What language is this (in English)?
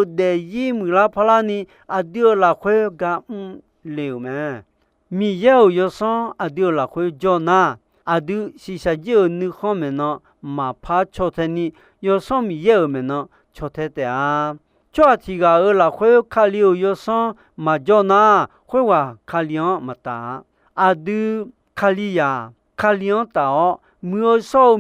Akha